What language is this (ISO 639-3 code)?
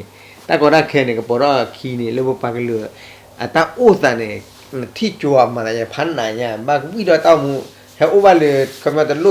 ksw